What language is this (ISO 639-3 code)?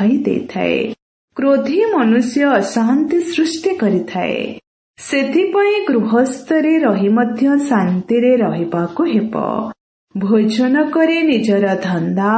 ori